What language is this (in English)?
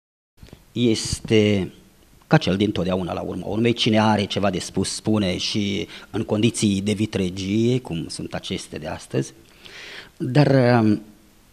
Romanian